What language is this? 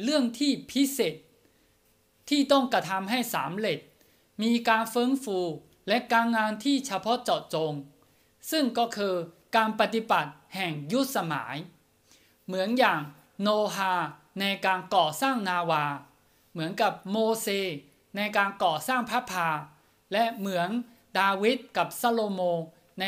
Thai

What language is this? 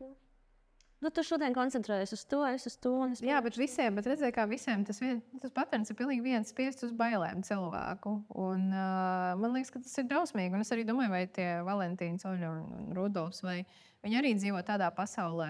Latvian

